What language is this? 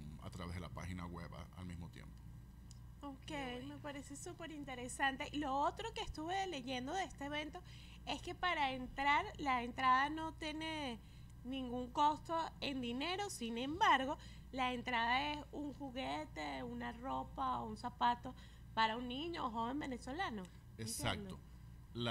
Spanish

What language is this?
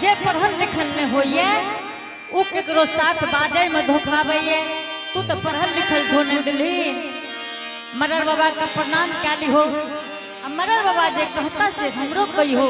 Angika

